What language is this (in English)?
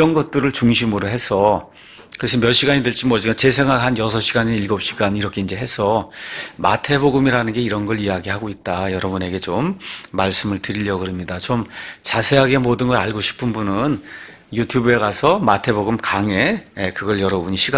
Korean